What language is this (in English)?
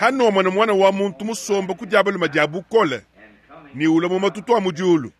Luba-Lulua